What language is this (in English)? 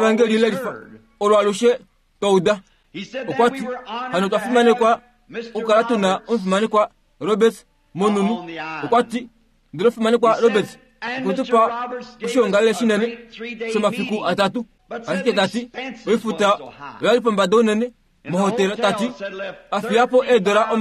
Kuanyama